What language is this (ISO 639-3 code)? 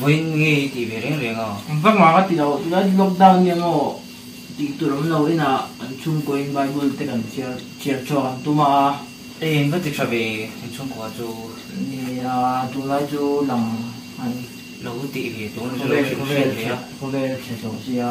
lus